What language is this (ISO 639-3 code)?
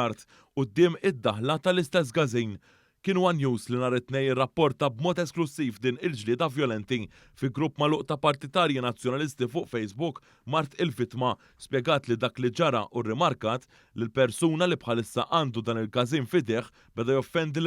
mlt